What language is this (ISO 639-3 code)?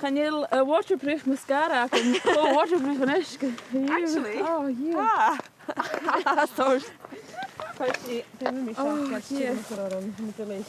gla